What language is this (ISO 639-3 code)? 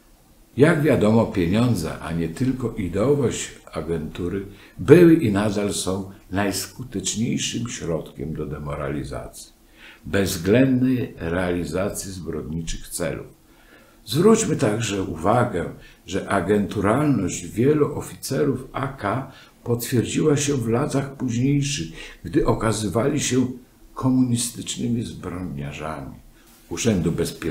pol